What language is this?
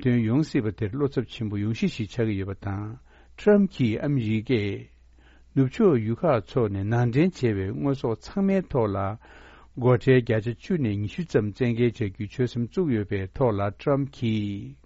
Tibetan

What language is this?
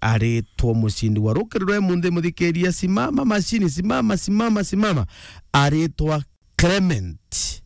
Meru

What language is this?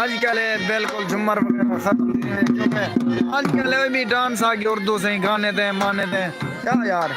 Saraiki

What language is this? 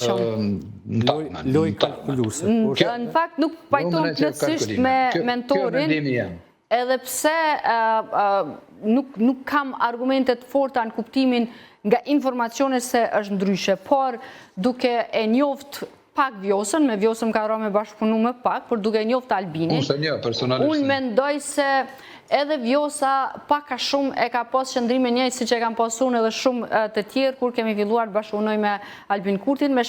Albanian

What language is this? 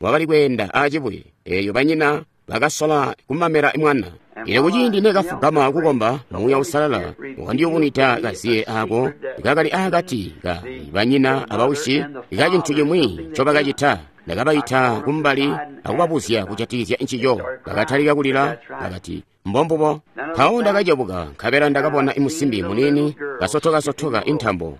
Tonga (Zambia)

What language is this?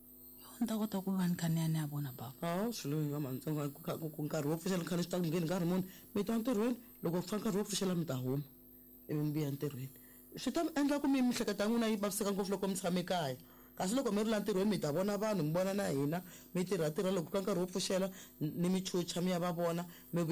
Tsonga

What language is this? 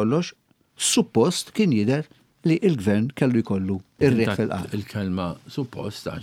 Maltese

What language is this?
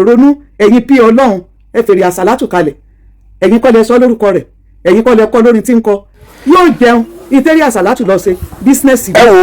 Yoruba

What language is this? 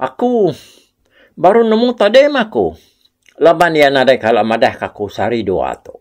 Iban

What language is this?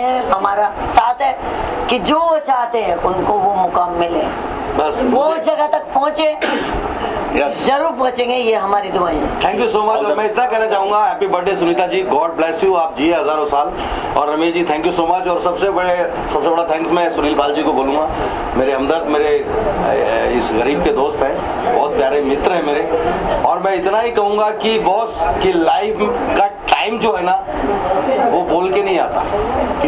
Hindi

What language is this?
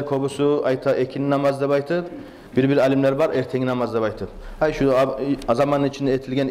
Kumyk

